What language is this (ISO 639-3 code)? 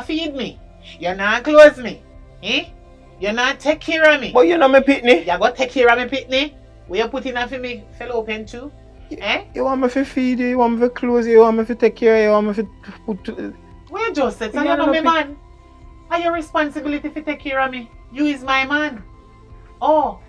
jam